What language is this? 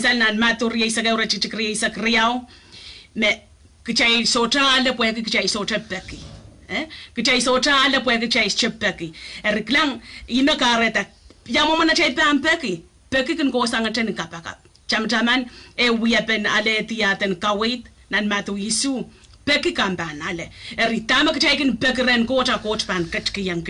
Pohnpeian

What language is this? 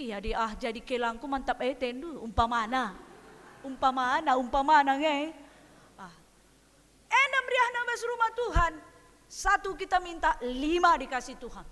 Batak Karo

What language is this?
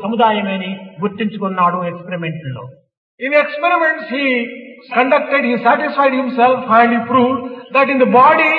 Telugu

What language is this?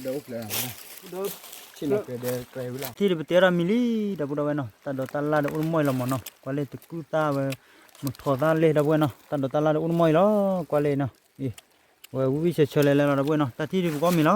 S'gaw Karen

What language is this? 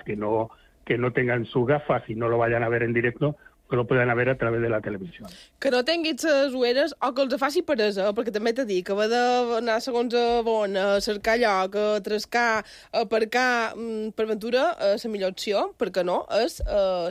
Catalan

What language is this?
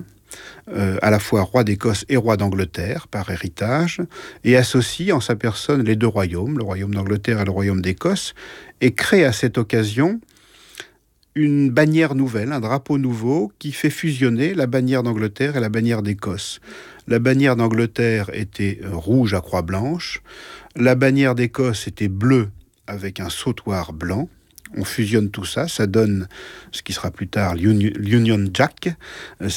French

